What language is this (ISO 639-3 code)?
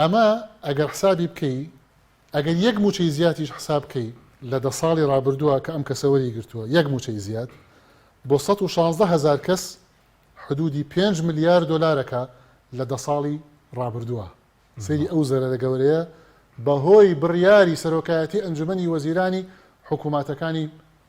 ckb